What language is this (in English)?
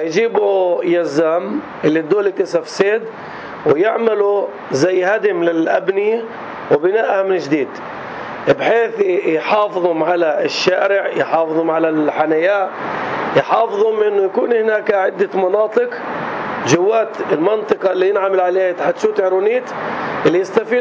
North Levantine Arabic